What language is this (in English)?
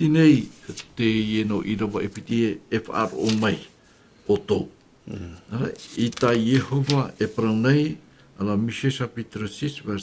Tahitian